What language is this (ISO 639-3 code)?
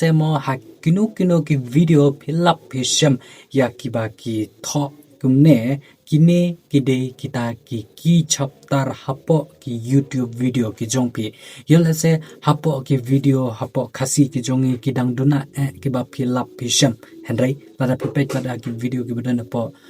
kha